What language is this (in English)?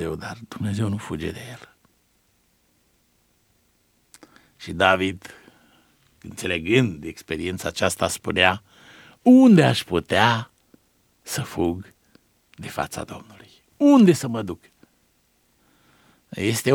Romanian